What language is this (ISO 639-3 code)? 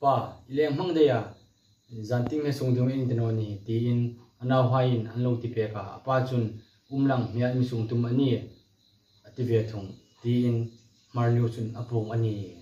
hmr